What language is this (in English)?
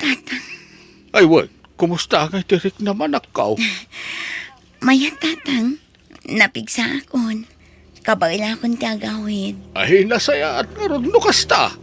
Iloko